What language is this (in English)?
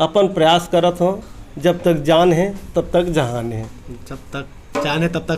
Chhattisgarhi